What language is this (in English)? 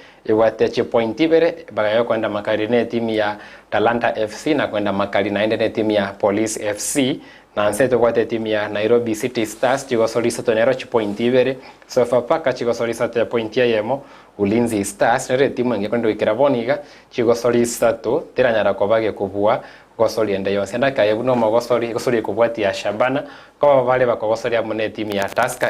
Gusii